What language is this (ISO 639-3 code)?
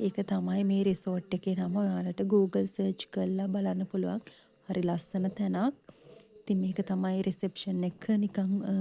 sin